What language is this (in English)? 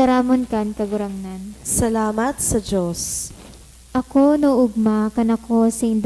Bikol